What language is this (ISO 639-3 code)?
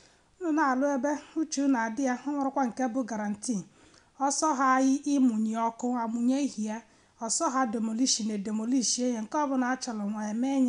ibo